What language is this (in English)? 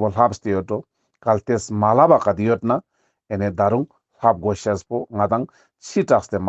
Ladakhi